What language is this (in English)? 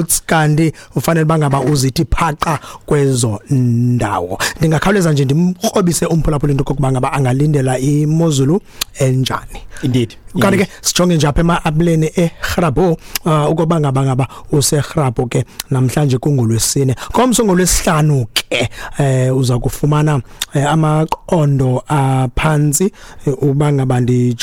Xhosa